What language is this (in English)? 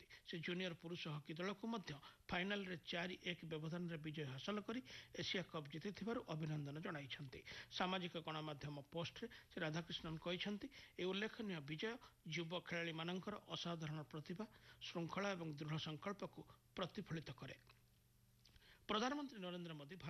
Odia